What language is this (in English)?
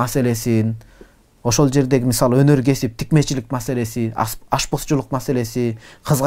Kyrgyz